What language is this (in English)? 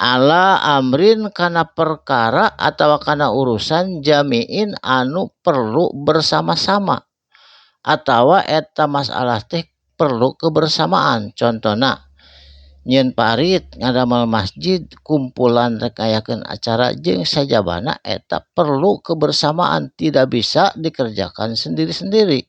Sundanese